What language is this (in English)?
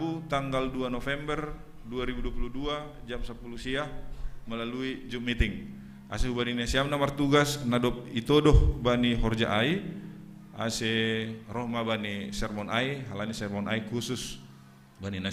Batak Simalungun